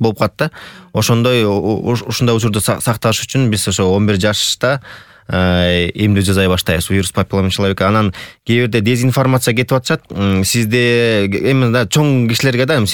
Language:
Kyrgyz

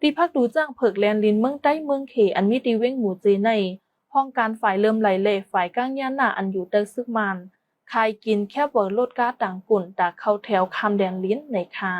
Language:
Shan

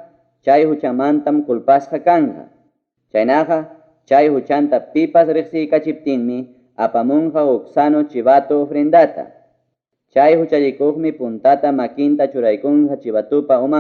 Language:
Ayacucho Quechua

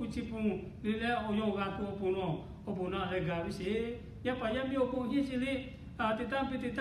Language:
Lahu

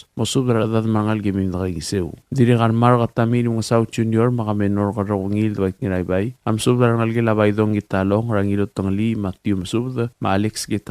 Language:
Palauan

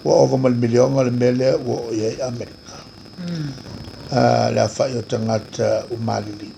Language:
Samoan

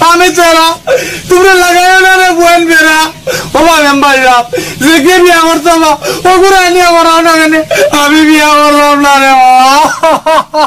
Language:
Sylheti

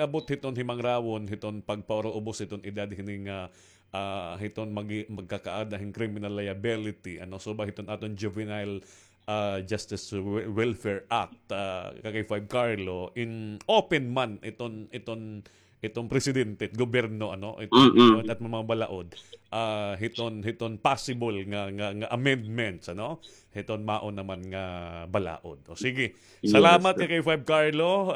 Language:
Waray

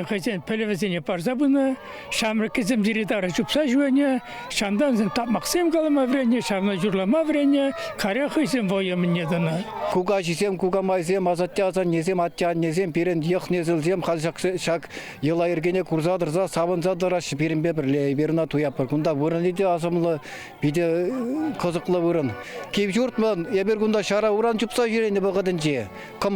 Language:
Chuvash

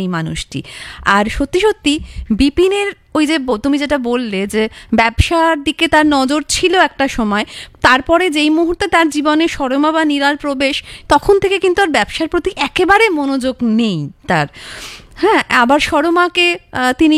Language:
Bangla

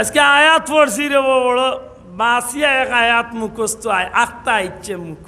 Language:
Sylheti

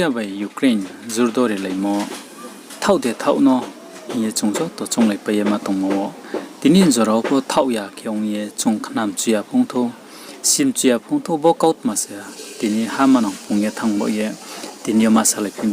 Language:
Riang (India)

